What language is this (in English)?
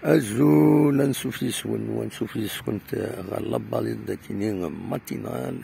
Kabyle